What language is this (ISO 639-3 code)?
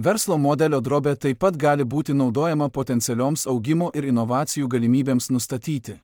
lit